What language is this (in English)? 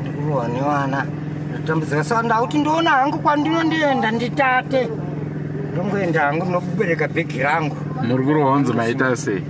Shona